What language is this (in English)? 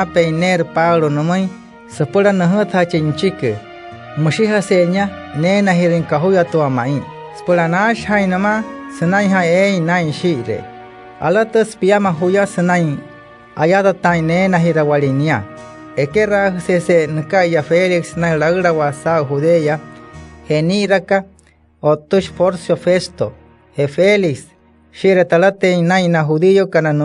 Wayuu